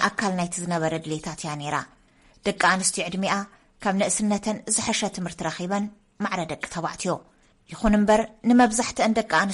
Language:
Tigrinya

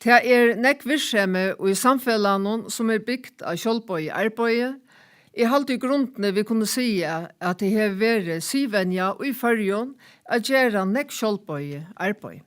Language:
Faroese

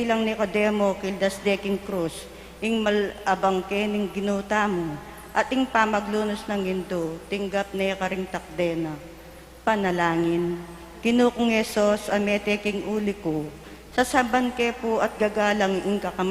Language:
Pampanga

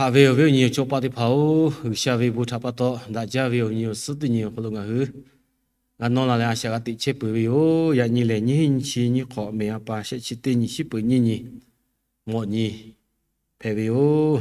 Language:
Lahu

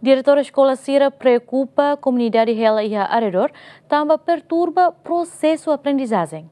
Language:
Tetum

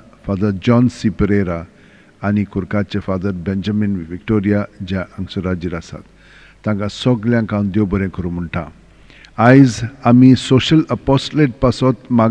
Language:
Konkani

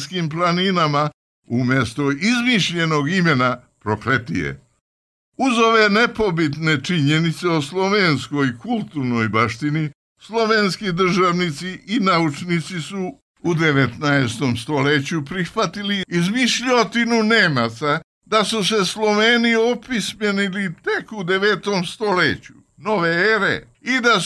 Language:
Serbian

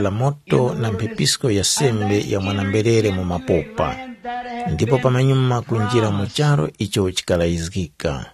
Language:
Tumbuka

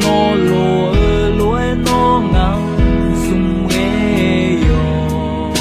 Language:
Akha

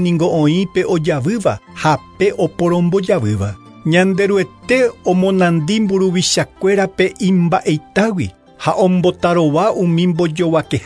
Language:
Guarani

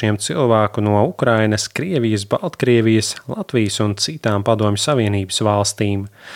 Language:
Latvian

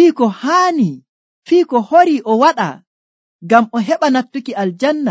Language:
Nigerian Fulfulde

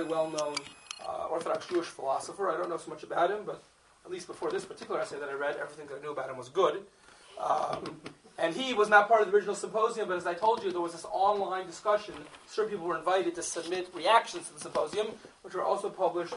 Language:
English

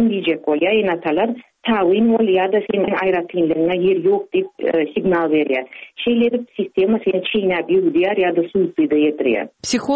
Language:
Turkmen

